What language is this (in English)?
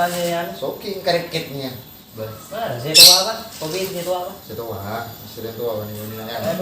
Madurese